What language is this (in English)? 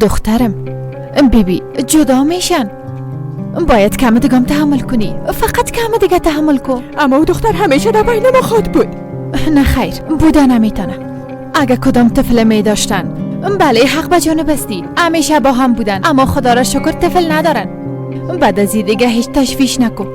Persian